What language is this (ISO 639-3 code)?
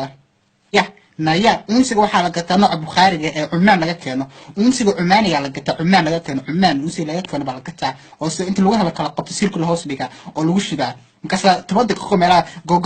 som